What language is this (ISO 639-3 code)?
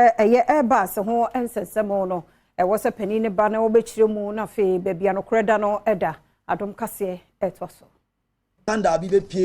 aka